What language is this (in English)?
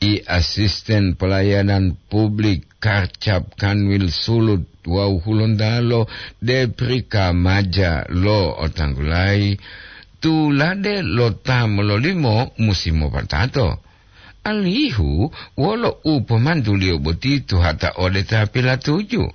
Gorontalo